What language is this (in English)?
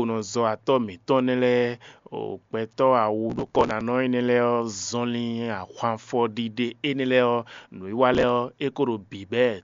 Fon